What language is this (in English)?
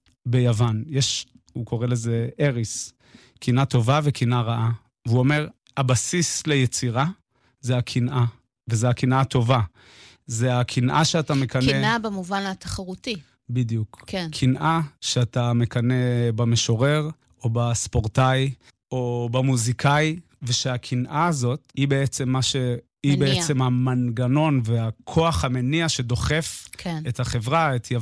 Hebrew